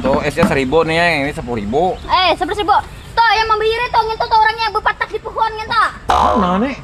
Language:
Banjar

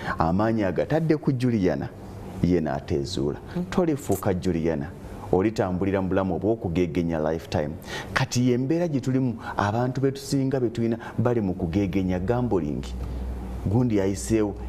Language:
Ganda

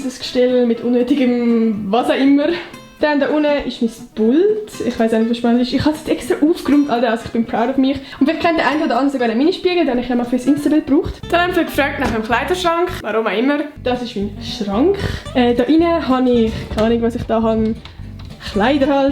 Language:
Swiss German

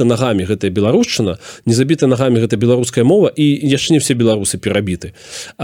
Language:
Belarusian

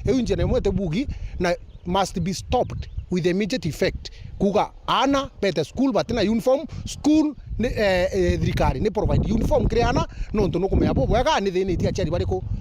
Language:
Meru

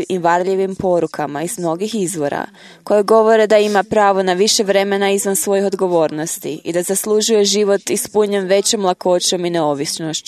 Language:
Croatian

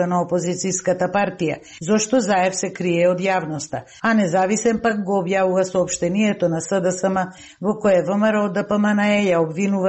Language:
Macedonian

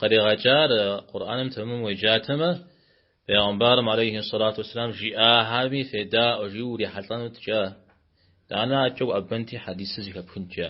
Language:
Kabardian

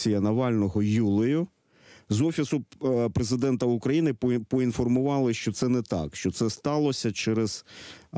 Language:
Ukrainian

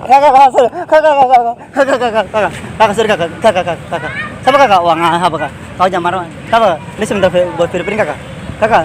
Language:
Ambonese Malay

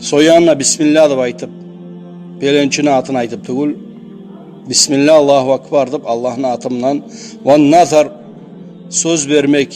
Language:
Kumyk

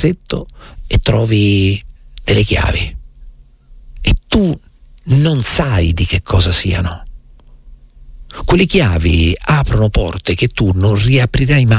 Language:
Italian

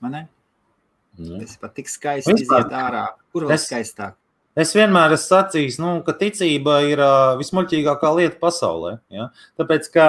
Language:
Latvian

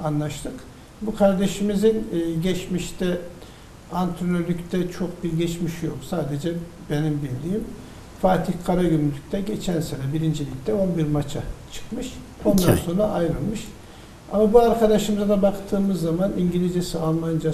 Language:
Turkish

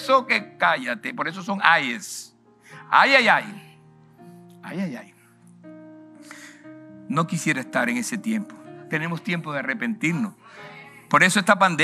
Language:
Spanish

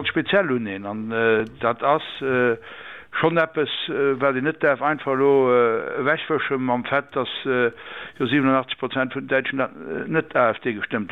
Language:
Luxembourgish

